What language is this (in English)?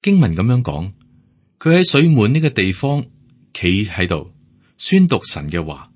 Cantonese